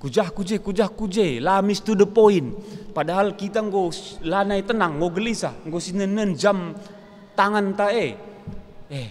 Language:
Batak Karo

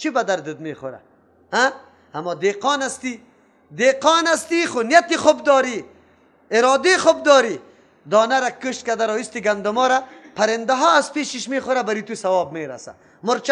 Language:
Persian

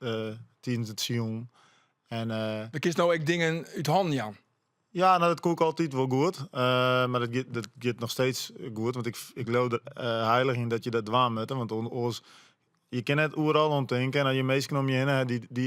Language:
Western Frisian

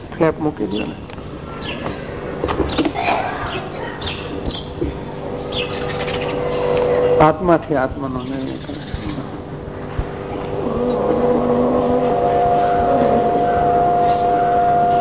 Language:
Gujarati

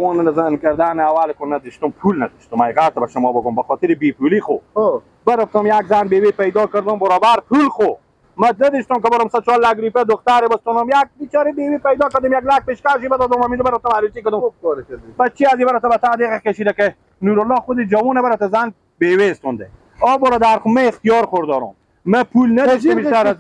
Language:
Persian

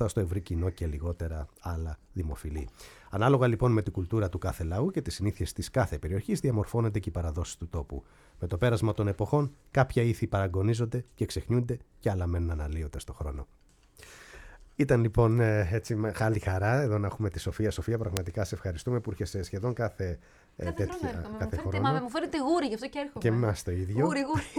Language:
Greek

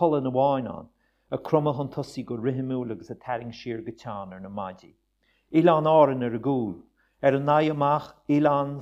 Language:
Irish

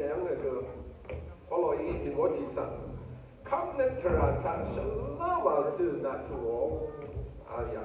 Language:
Rawang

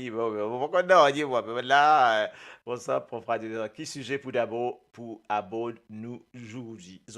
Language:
Morisyen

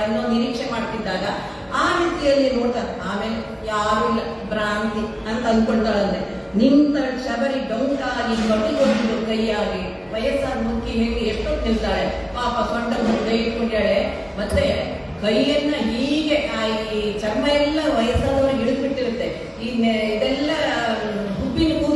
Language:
Kannada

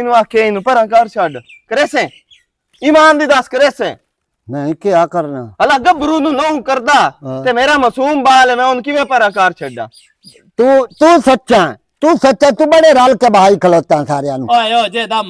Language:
Western Panjabi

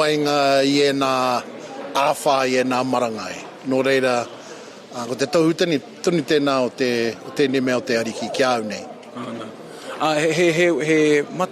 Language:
Māori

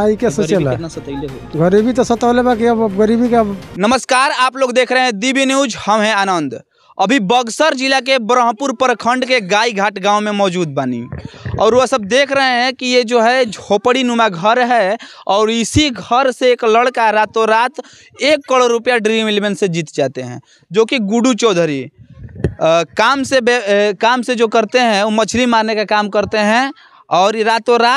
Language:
Bhojpuri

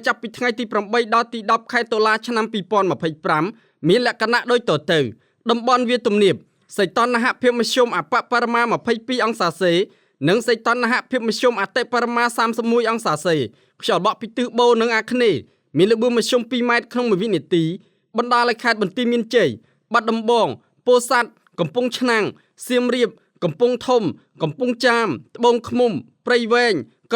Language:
Khmer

